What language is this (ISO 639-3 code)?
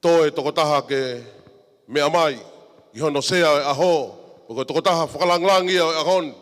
ton